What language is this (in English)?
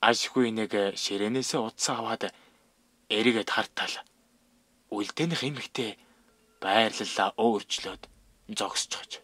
Mongolian